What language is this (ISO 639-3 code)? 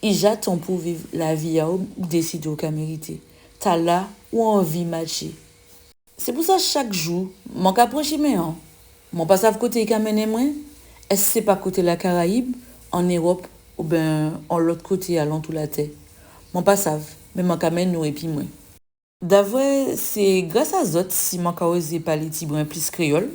gcf